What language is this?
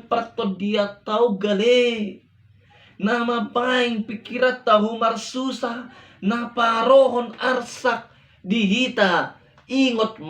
Batak Toba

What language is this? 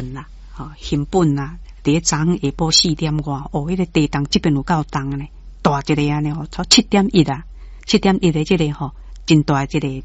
Min Nan Chinese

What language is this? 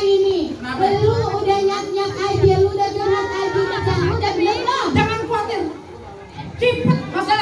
Betawi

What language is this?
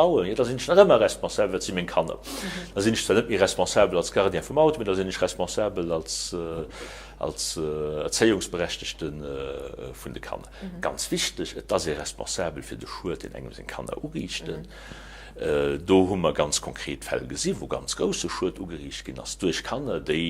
Luxembourgish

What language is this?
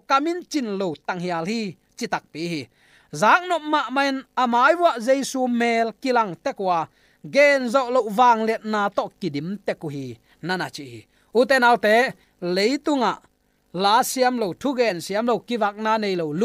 Tedim Chin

